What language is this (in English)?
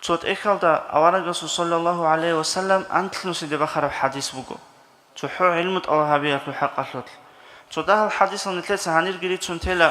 Avaric